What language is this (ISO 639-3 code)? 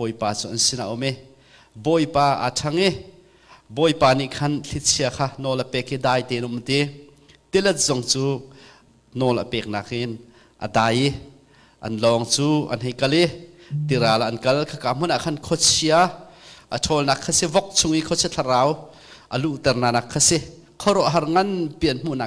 cnh